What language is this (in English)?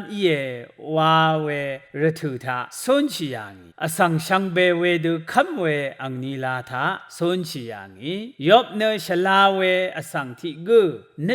Rawang